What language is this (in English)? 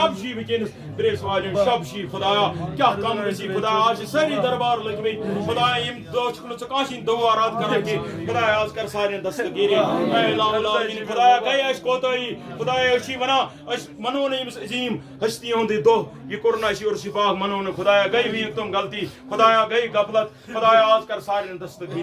Kashmiri